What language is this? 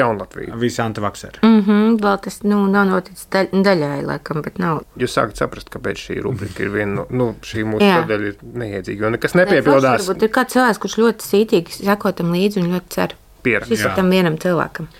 Latvian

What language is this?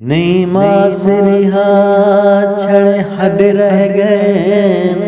Saraiki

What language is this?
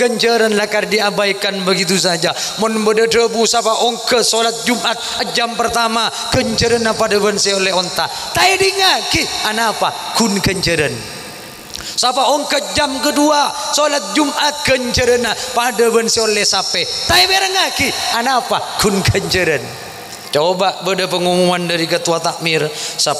Madurese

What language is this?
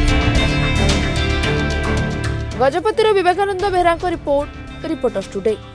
Odia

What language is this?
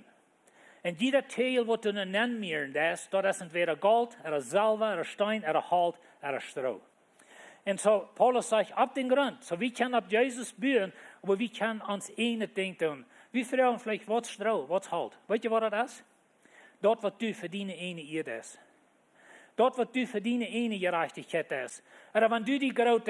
Plautdietsch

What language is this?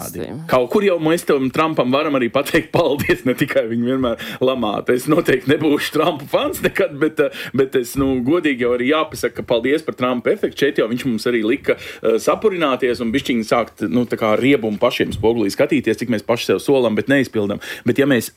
Latvian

